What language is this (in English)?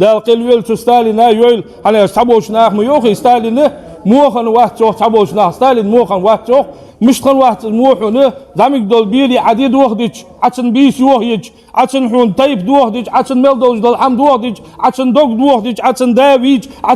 Ingush